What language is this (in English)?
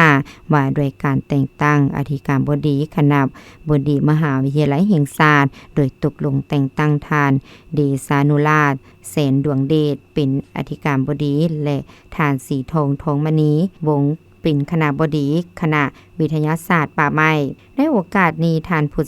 Lao